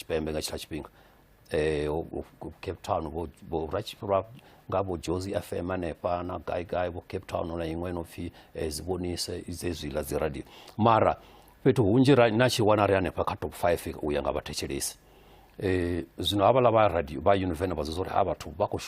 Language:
Venda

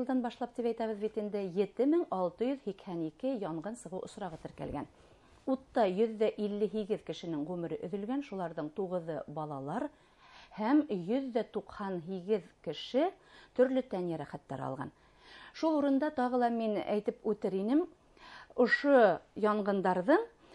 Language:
Bashkir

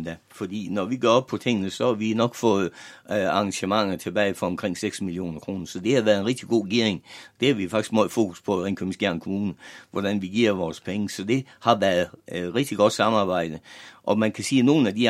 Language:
Danish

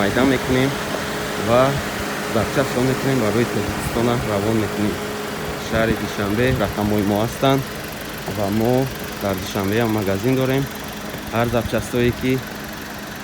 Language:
Tajik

